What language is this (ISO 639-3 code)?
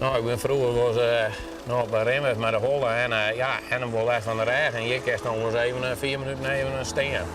fry